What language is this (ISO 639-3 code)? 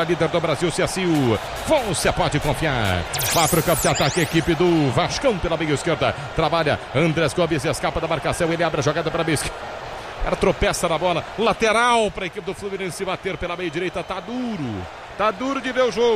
por